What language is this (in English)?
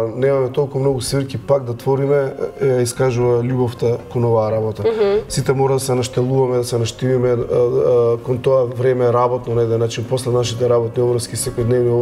Macedonian